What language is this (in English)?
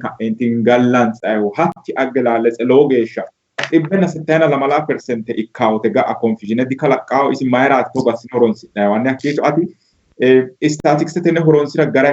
Sidamo